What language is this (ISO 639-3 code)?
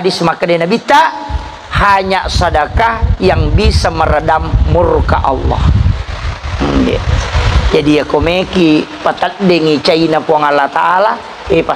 bug